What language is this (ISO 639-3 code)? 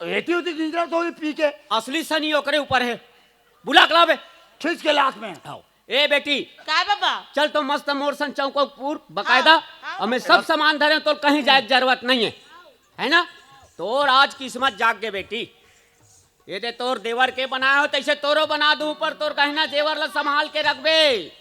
hne